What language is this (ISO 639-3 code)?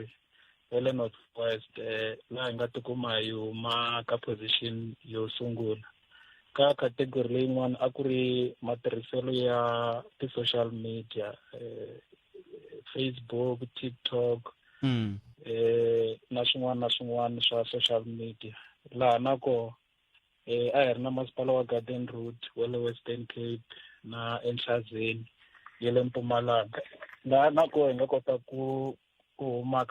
tso